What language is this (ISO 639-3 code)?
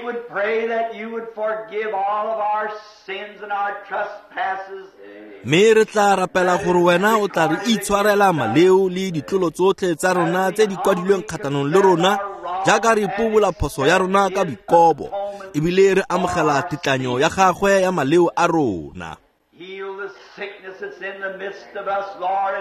tsn